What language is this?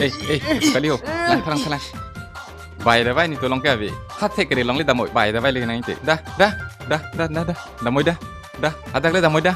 Karbi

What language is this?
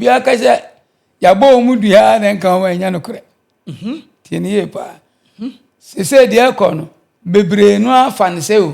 Akan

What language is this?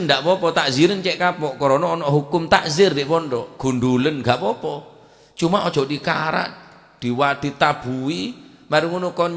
Madurese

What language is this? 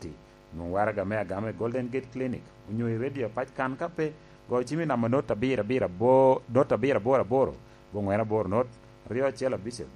Lango (Uganda)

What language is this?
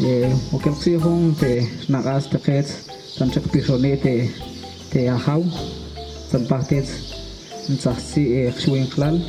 Tektiteko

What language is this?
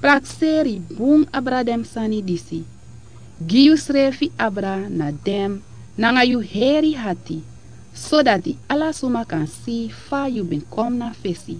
Sranan Tongo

